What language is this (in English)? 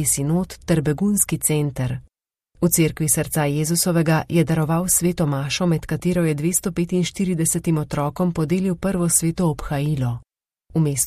Slovenian